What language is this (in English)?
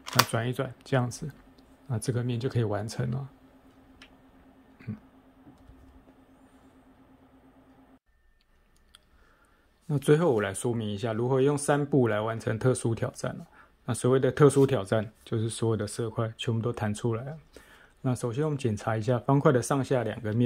Chinese